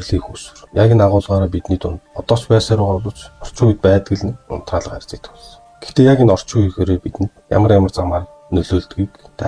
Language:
Mongolian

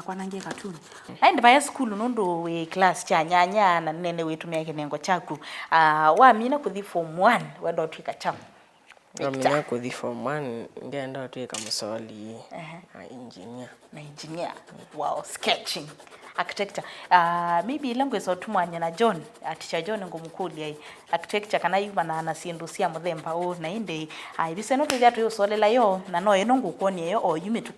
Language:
Kamba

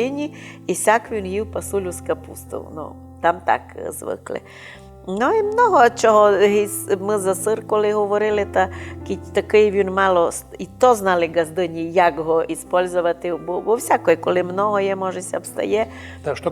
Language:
Rusyn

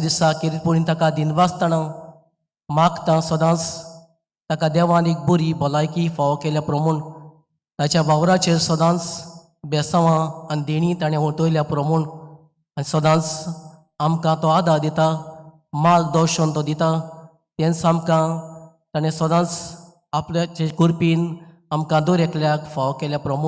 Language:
Konkani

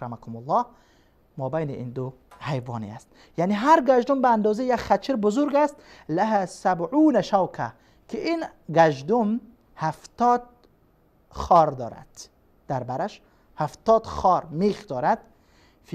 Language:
Persian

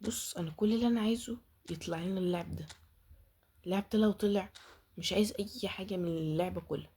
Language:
Egyptian Arabic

